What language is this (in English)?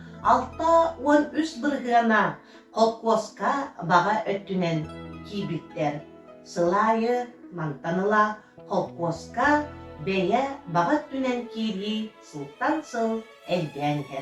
Yakut